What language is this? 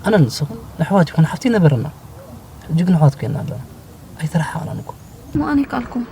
Tigrinya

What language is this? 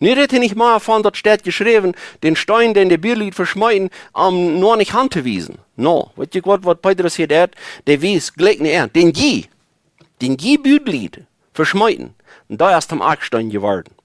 Plautdietsch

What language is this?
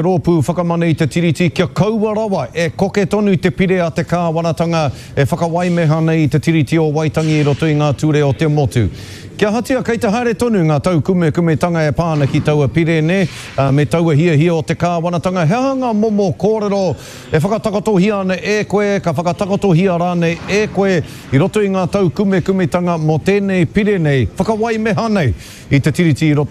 Māori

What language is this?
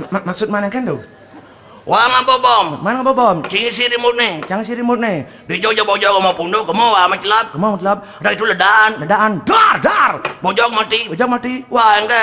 Balinese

